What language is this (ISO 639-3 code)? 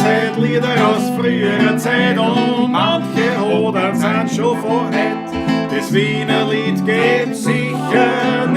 bar